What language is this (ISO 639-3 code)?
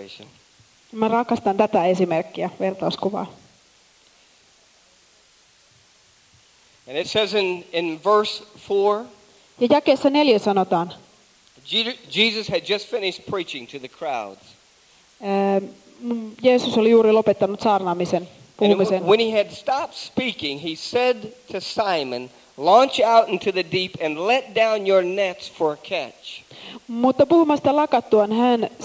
fin